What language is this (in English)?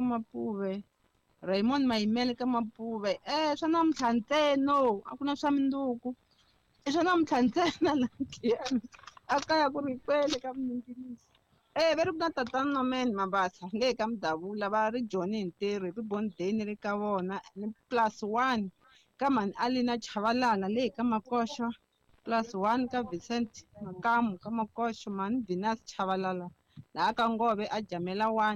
Tsonga